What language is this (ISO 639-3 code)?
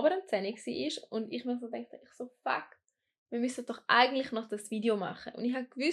gsw